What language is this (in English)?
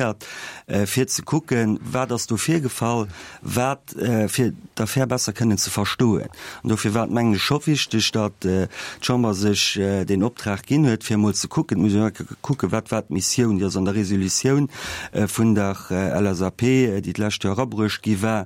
Luxembourgish